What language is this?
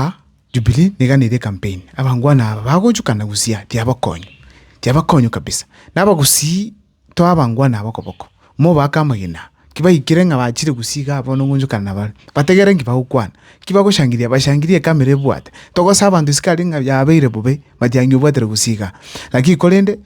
Gusii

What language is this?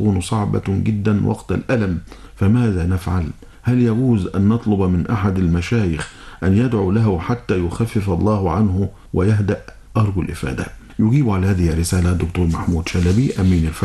Arabic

